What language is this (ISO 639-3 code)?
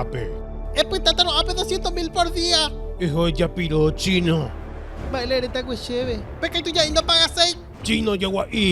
grn